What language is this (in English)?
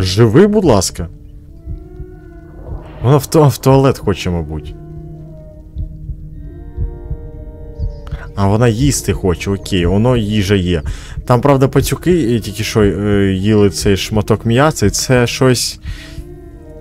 Ukrainian